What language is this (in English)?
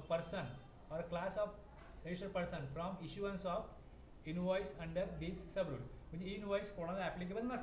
Marathi